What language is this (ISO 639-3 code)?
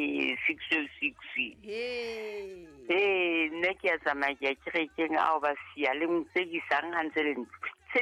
sot